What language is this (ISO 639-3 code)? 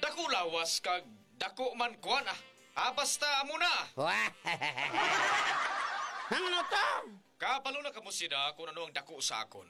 hil